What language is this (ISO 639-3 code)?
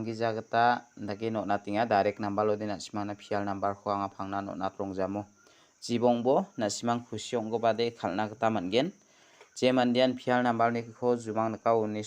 grt